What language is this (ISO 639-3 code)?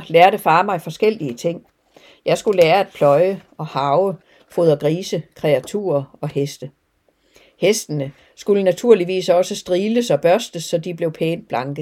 dan